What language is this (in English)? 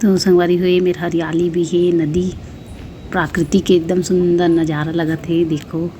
Chhattisgarhi